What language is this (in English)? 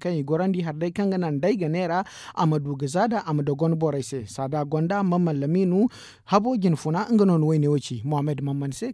Zarma